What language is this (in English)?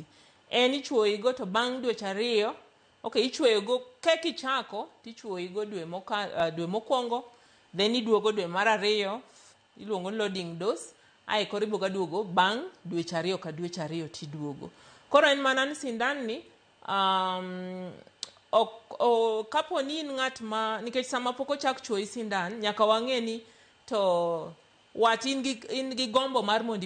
Luo (Kenya and Tanzania)